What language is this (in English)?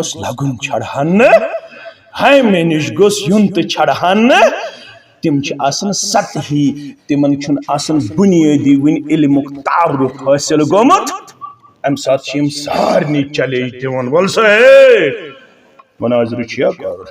Kashmiri